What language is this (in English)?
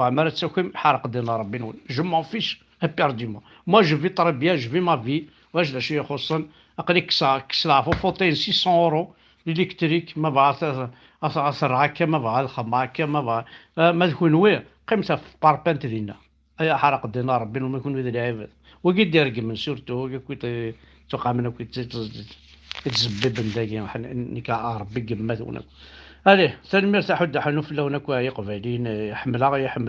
Kabyle